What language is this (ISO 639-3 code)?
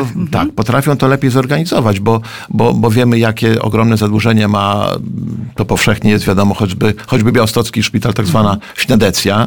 pol